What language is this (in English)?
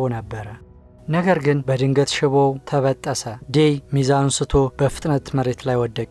Amharic